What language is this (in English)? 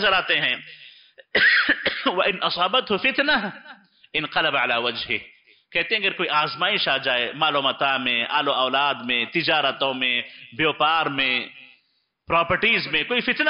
Urdu